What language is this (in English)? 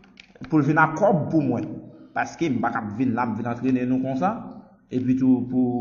Haitian Creole